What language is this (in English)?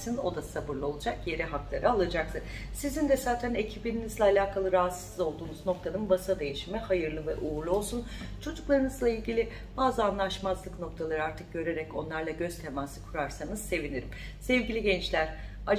Turkish